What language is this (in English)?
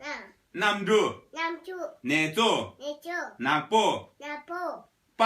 Tibetan